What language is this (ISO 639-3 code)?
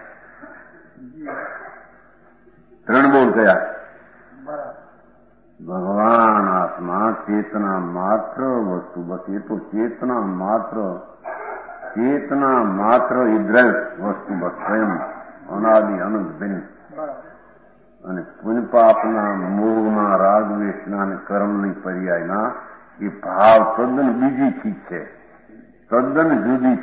guj